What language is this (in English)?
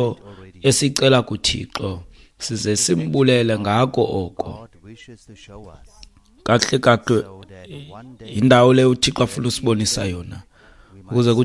Xhosa